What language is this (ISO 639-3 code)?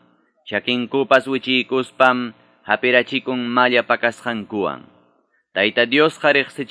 que